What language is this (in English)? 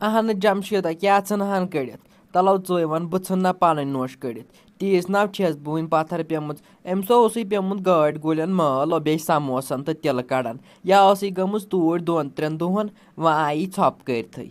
Kashmiri